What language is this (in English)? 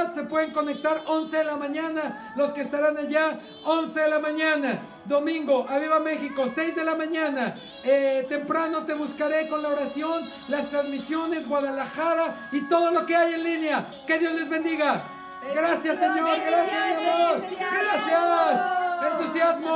Spanish